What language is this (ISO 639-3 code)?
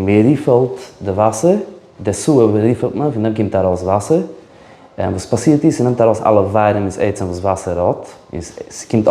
yid